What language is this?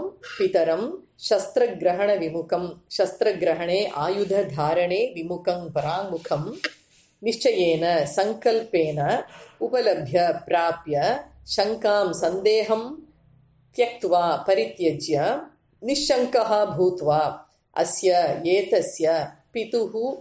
Sanskrit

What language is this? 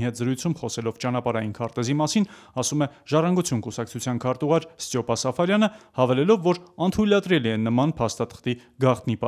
Armenian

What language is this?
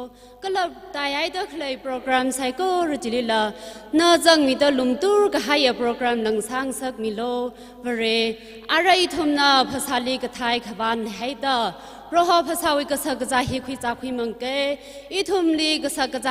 Tangkhul Naga (India)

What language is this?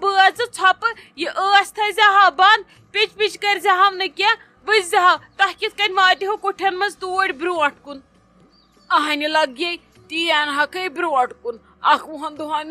Kashmiri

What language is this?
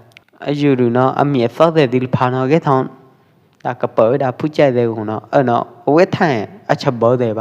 Pwo Eastern Karen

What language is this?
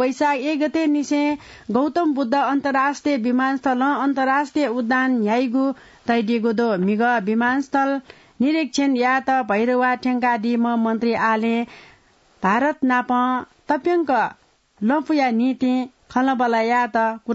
Newari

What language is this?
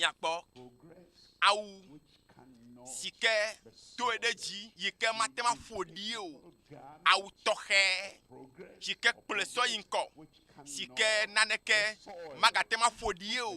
Ewe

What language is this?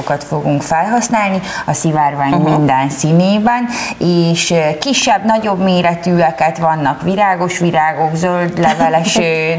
Hungarian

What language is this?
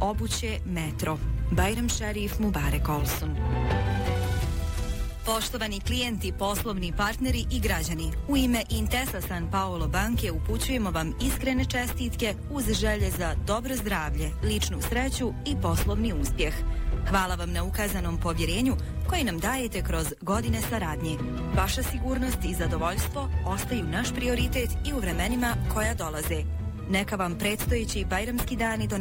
Bosnian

